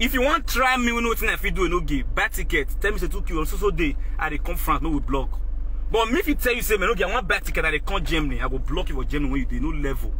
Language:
Nigerian Pidgin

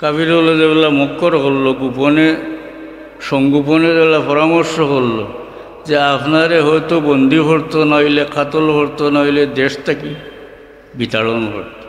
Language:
Sylheti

